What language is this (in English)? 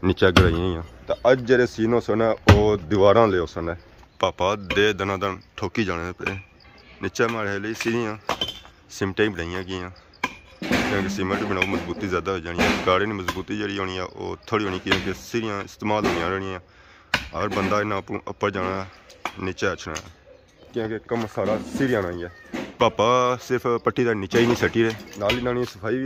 Pahari-Potwari